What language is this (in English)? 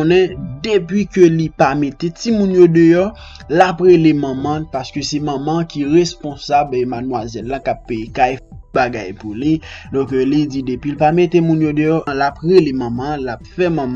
Haitian Creole